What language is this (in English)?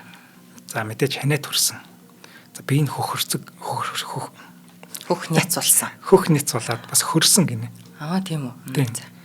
Mongolian